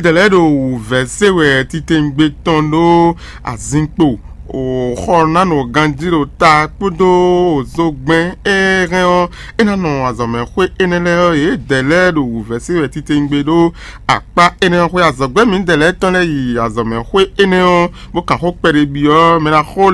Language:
Fon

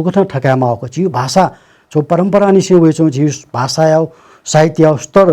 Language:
Newari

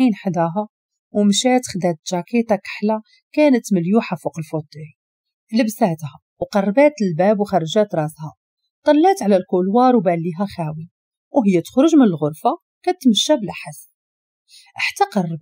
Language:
Moroccan Arabic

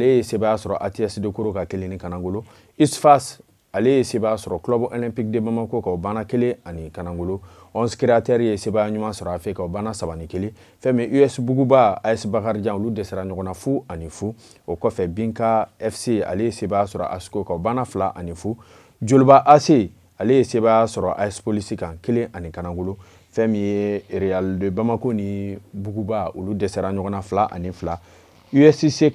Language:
Bambara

